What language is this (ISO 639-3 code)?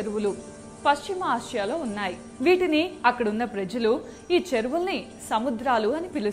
tel